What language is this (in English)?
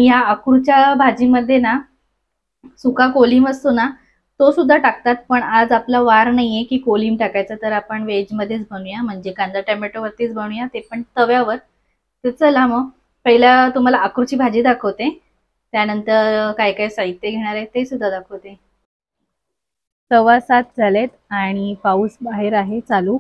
Marathi